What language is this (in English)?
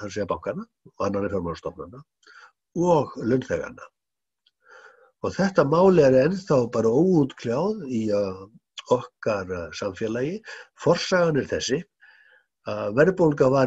Icelandic